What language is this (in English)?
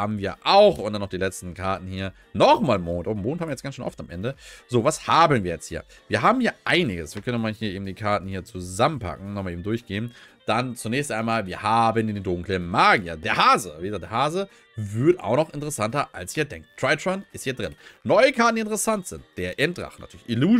German